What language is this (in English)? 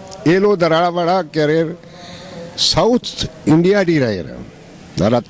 Brahui